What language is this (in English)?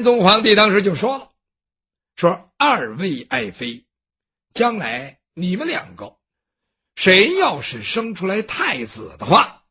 Chinese